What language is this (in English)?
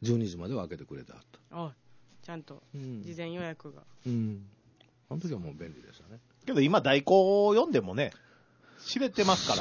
Japanese